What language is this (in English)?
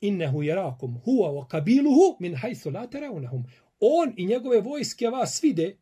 Bosnian